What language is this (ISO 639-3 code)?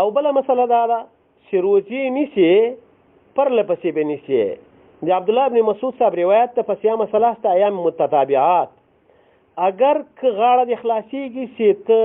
pus